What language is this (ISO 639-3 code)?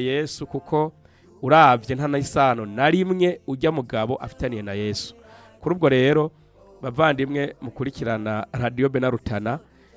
run